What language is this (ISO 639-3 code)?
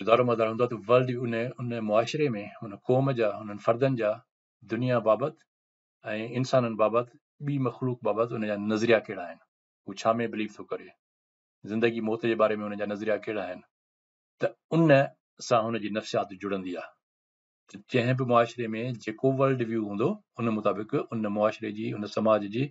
snd